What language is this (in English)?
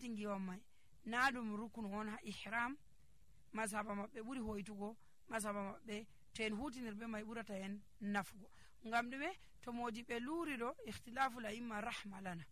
Nigerian Fulfulde